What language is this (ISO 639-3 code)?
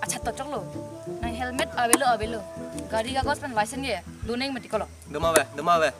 mjw